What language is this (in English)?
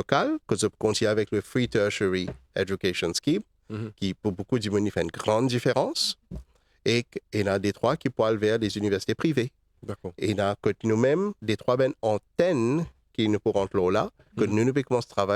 Morisyen